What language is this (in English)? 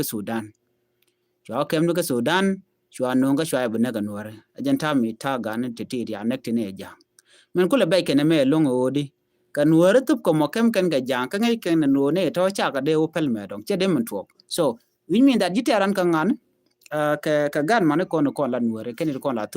Nuer